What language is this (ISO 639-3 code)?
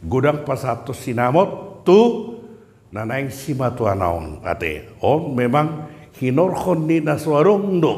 bbc